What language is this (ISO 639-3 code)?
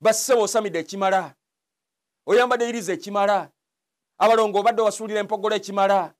lug